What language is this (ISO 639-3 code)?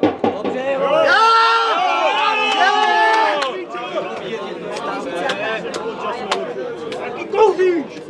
ces